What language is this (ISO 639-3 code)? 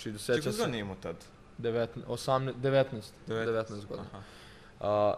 srp